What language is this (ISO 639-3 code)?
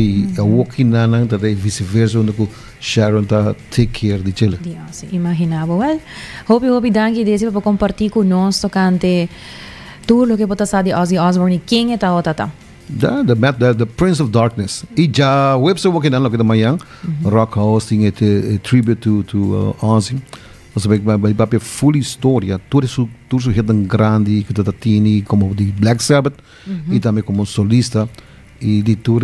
pap